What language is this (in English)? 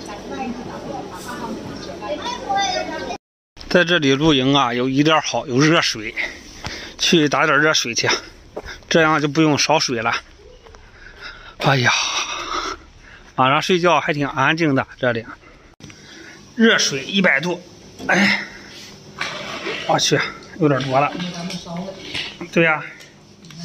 Chinese